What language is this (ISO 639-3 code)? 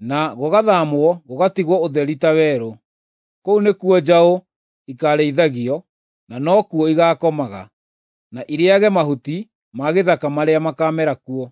kik